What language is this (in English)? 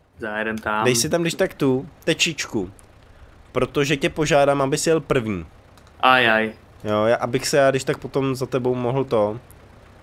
Czech